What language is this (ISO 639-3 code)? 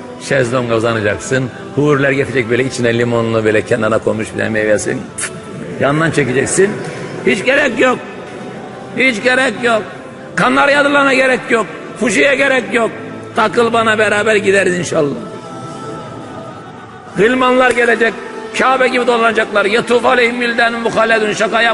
tur